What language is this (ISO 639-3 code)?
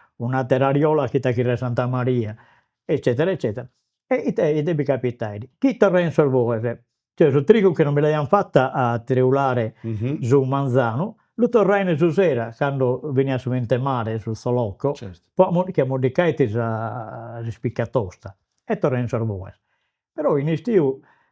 srd